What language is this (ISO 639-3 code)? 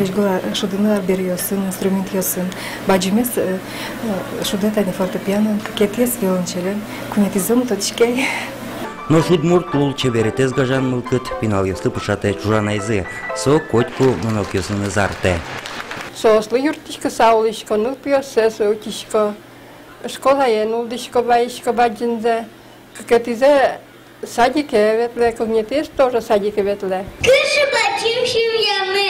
udm